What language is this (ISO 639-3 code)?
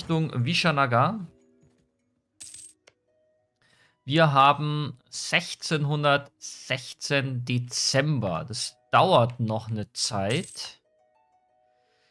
deu